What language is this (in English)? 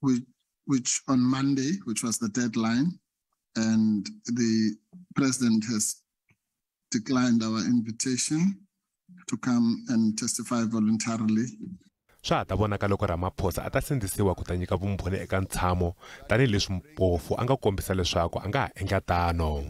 Tsonga